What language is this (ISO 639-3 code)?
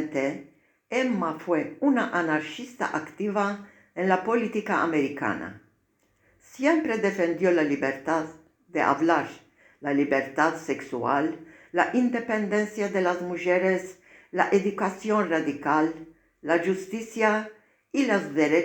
lad